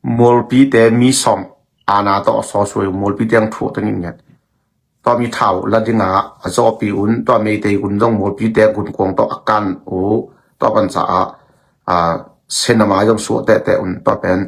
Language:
Tedim Chin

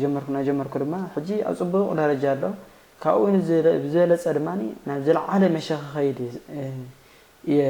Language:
Tigrinya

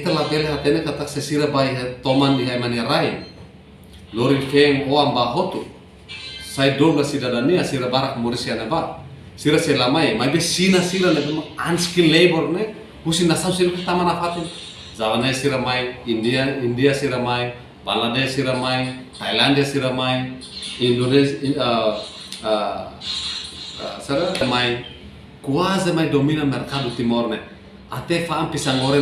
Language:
Tetum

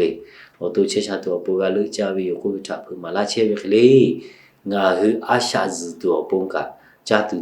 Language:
Lahu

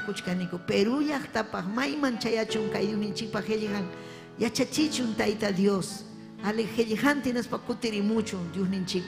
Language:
Ayacucho Quechua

